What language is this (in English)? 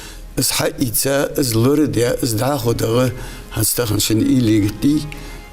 Ingush